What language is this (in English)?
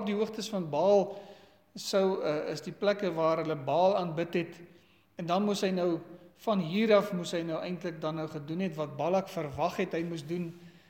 Afrikaans